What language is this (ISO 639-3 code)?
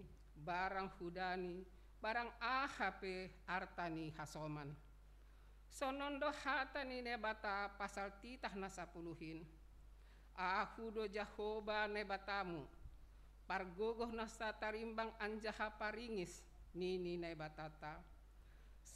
bts